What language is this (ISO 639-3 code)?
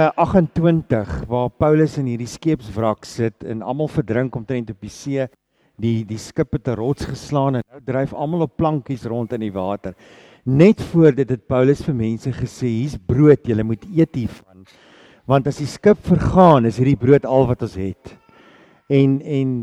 afr